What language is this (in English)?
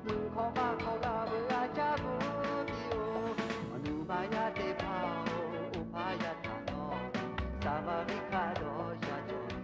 Lahu